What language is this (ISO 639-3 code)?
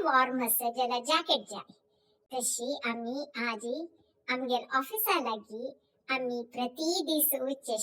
kok